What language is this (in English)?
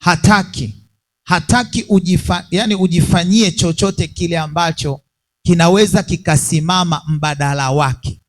Swahili